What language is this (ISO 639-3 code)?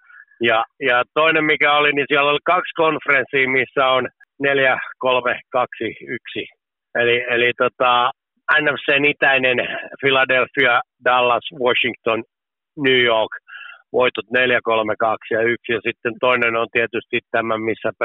fin